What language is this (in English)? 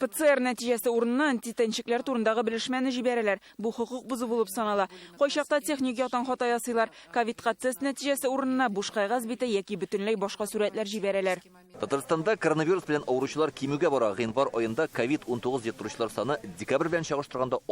Tatar